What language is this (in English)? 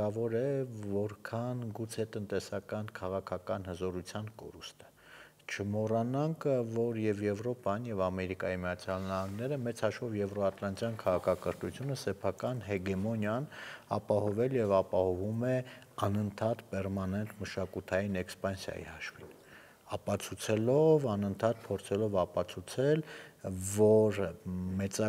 Armenian